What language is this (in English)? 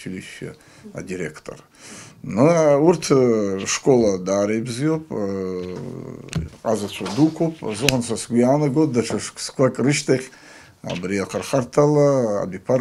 Abkhazian